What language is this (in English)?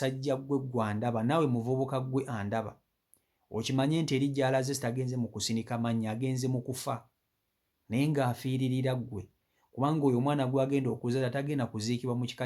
Ganda